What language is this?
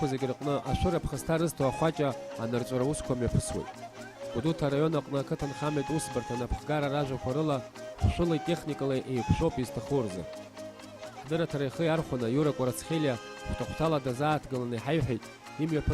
Abkhazian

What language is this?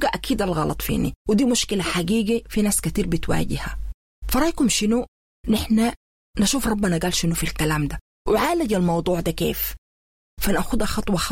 Sudanese Arabic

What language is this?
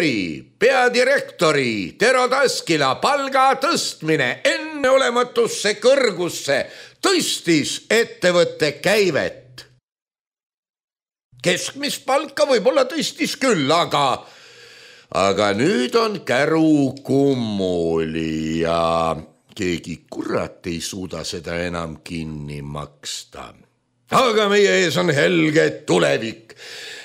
Estonian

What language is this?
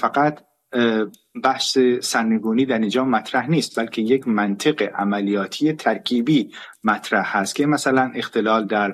Persian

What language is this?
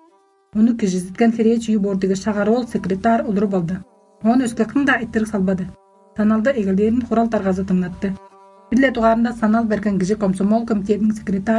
Tuvinian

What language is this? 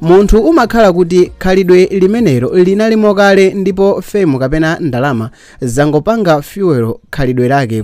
Nyanja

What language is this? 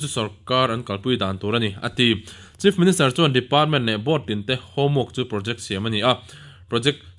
Mizo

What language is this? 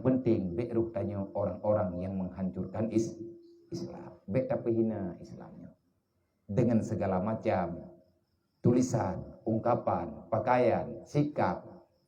Achinese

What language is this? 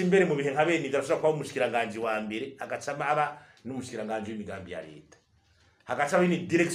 Rundi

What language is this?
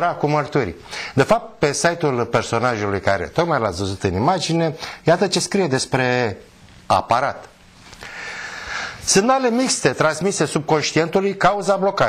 Romanian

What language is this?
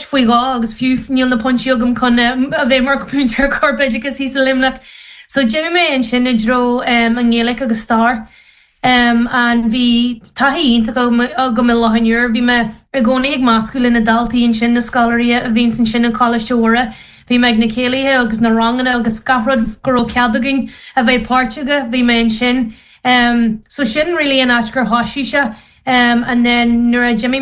Irish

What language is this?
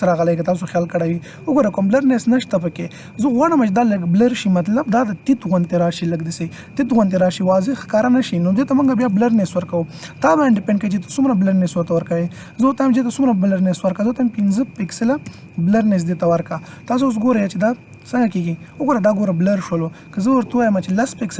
Pashto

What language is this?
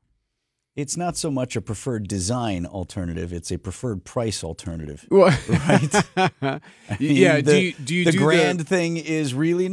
English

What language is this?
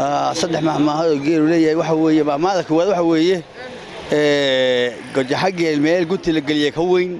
Somali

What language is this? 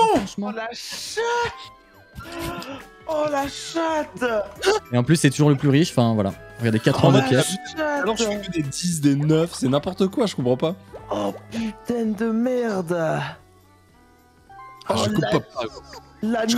French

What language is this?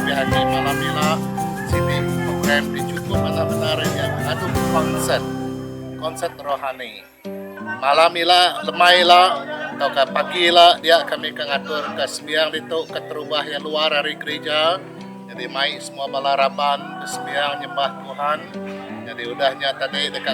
Iban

